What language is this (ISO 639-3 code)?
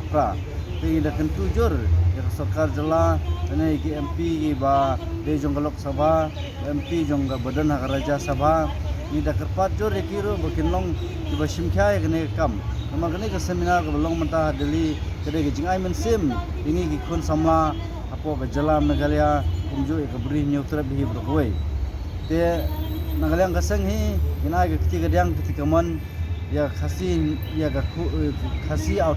kha